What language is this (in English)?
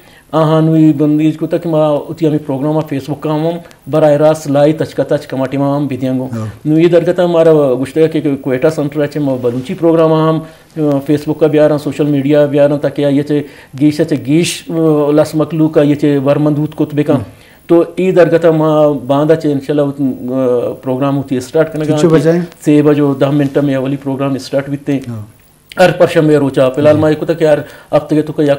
Eastern Balochi